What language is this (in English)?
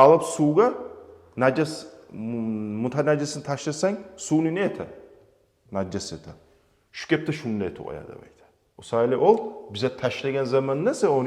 Kumyk